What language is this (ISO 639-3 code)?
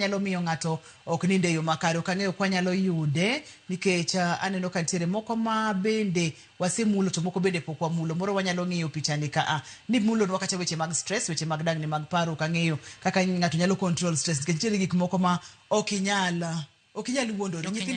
luo